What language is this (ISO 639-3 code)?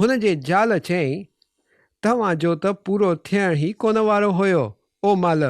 snd